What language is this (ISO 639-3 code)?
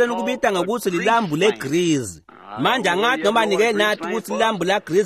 ssw